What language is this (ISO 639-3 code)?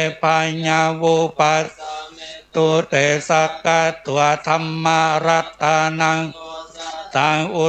pli